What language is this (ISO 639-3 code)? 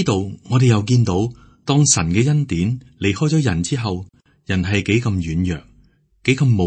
yue